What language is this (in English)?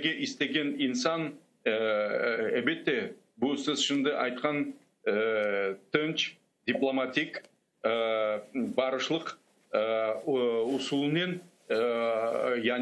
Crimean Tatar